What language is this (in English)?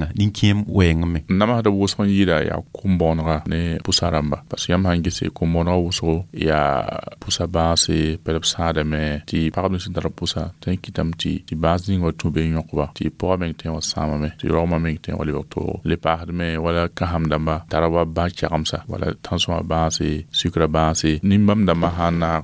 Mossi